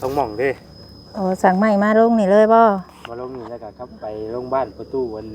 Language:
Northeastern Thai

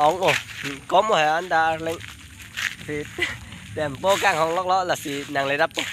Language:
Karbi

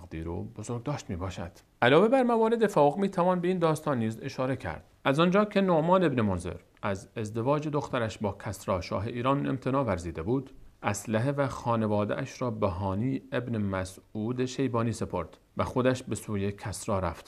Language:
Persian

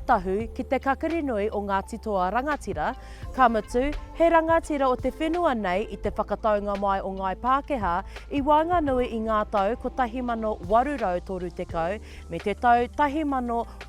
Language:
Māori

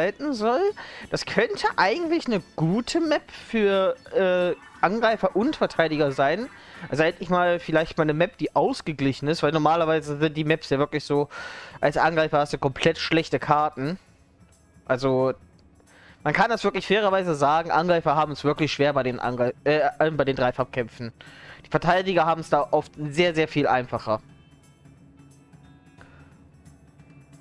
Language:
German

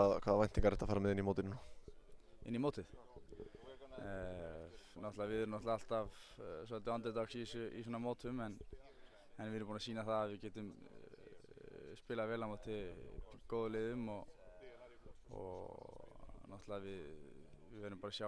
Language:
Icelandic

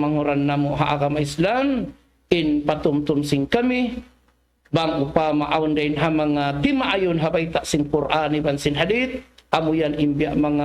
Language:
Tausug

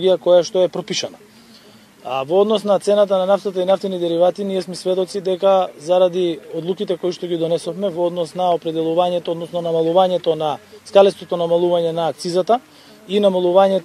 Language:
Macedonian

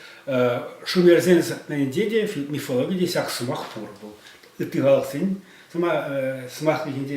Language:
Chuvash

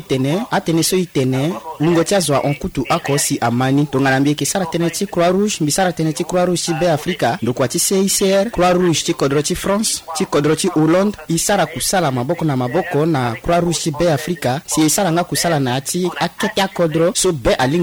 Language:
Sango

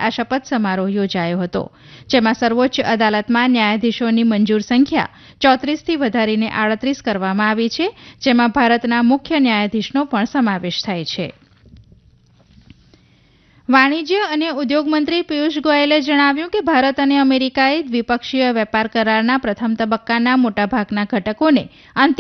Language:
Gujarati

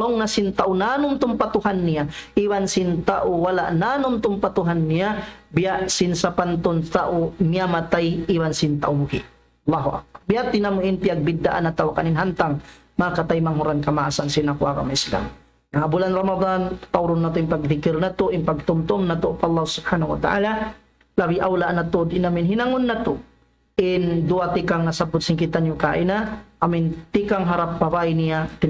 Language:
Tausug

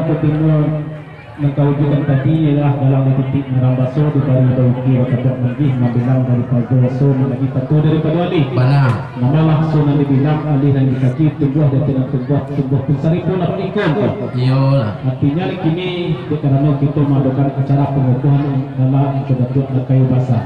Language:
Minangkabau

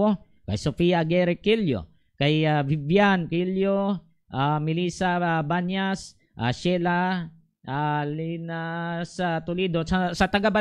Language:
Hiligaynon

